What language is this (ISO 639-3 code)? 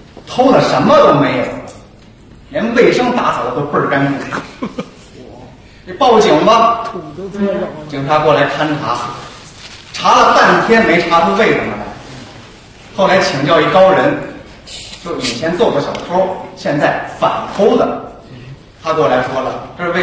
zho